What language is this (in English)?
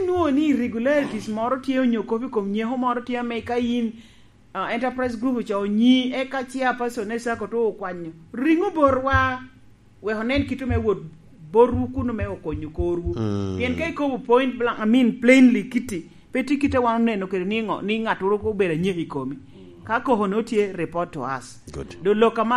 Lango (Uganda)